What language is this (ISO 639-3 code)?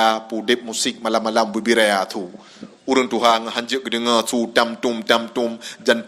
ace